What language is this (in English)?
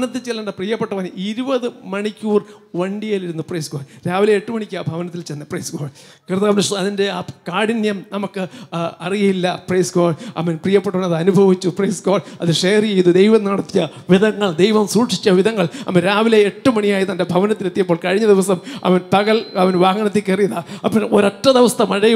Malayalam